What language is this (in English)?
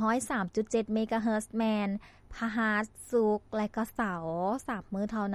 Lao